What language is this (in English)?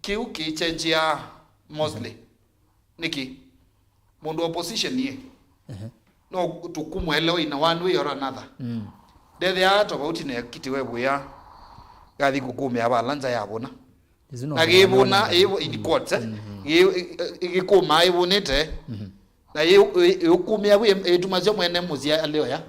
Kamba